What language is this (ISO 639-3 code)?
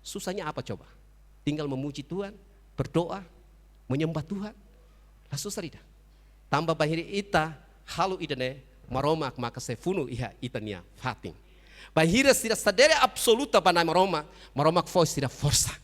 tet